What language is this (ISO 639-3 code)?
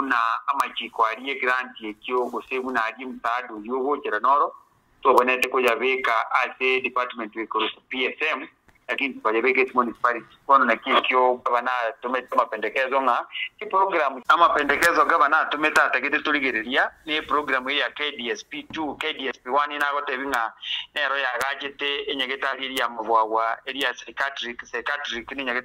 guz